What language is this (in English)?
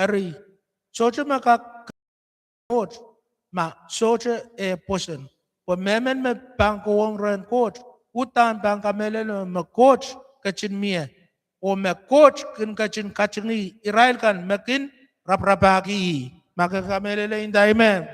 Pohnpeian